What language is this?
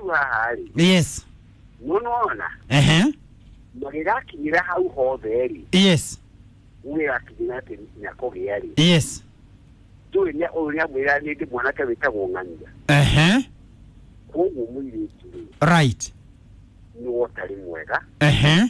Kikuyu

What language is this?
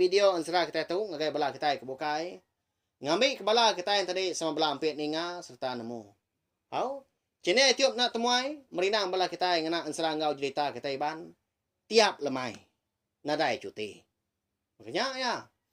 Iban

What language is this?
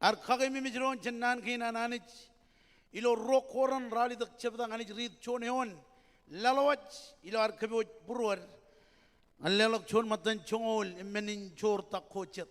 Marshallese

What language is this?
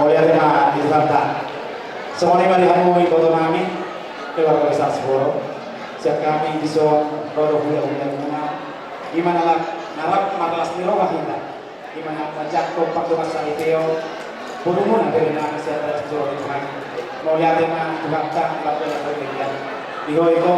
Batak Toba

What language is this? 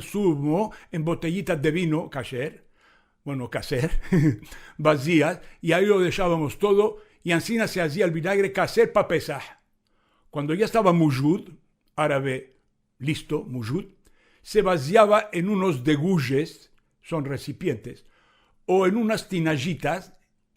Ladino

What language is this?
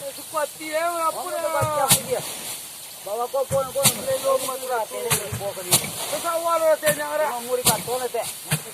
Minangkabau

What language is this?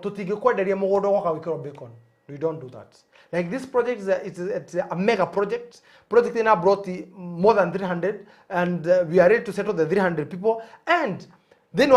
Kikuyu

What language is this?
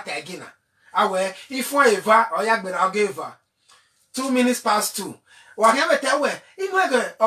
Bini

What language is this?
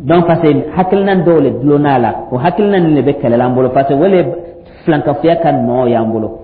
Dyula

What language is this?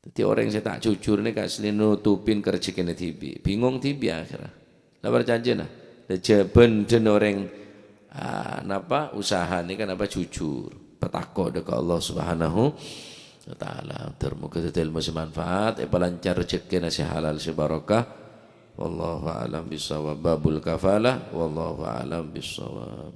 Madurese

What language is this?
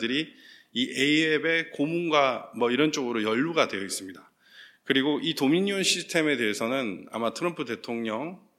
Korean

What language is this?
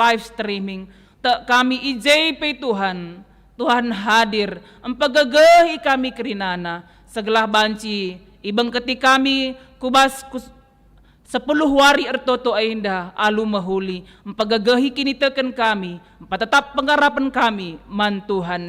Batak Karo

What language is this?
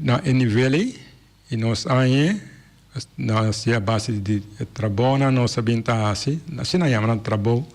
Papiamento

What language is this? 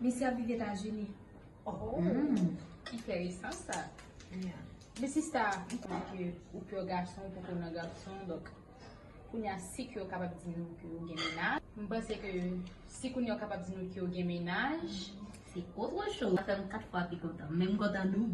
Haitian Creole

